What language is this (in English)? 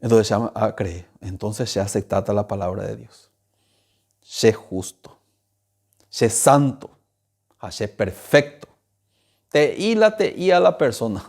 Guarani